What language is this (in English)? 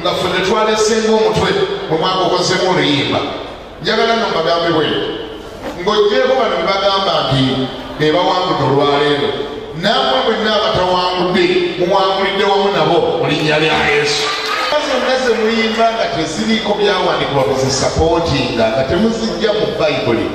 Ganda